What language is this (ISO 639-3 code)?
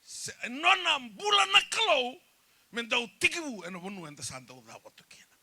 fij